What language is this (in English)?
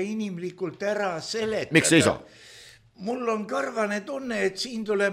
Estonian